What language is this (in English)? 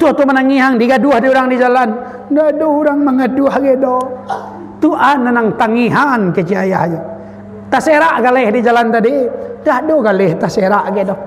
Minangkabau